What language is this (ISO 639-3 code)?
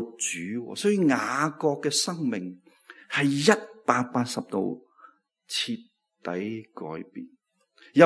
yue